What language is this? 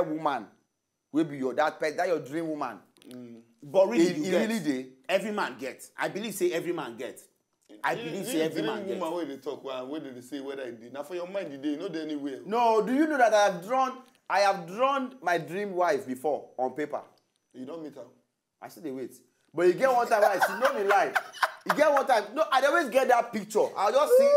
Nigerian Pidgin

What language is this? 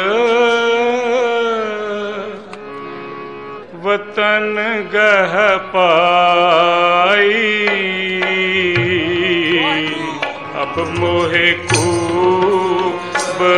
Punjabi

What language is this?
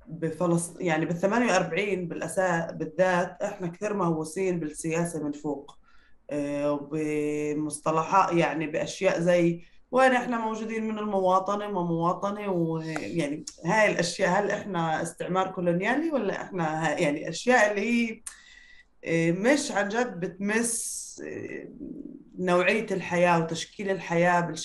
North Levantine Arabic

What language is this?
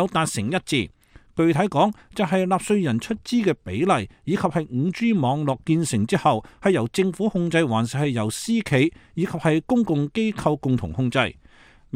Cantonese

